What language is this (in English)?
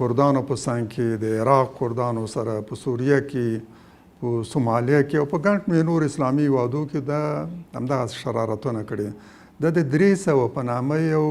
Pashto